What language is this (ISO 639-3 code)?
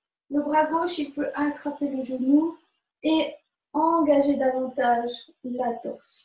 fra